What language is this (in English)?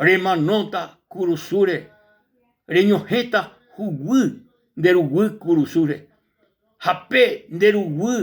Guarani